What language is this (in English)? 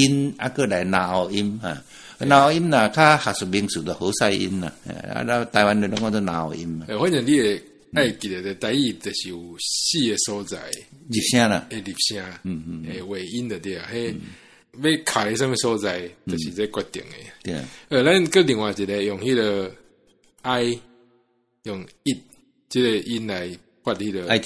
Min Nan Chinese